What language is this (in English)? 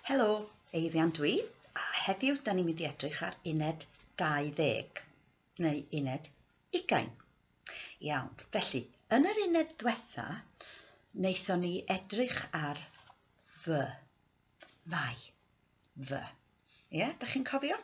Welsh